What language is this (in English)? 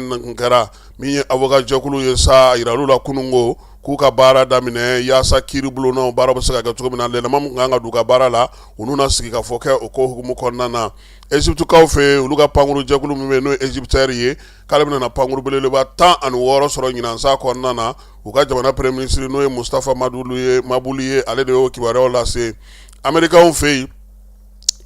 Bambara